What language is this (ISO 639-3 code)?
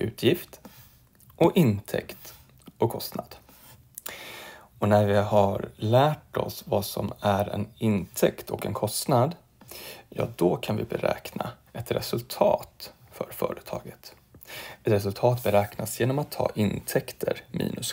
swe